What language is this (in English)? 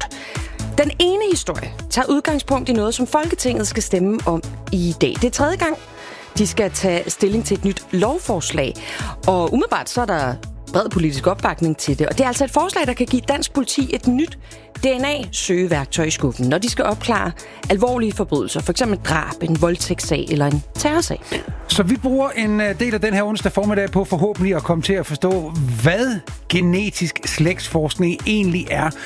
Danish